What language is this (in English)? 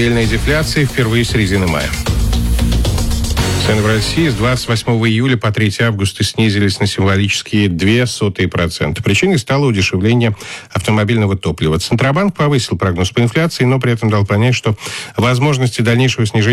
Russian